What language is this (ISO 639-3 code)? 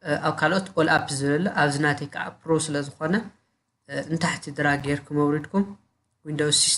tir